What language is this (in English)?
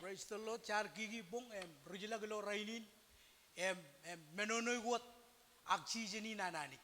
Marshallese